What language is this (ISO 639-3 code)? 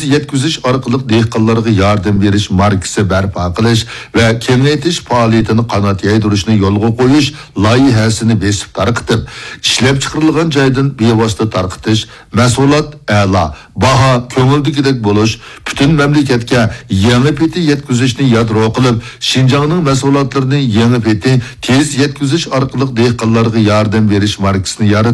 uig